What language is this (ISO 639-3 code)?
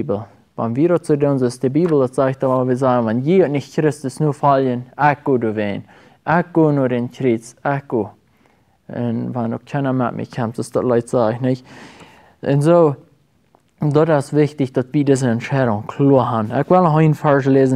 pdt